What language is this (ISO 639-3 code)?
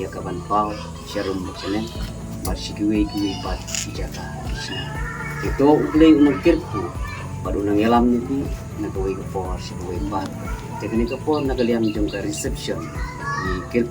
kha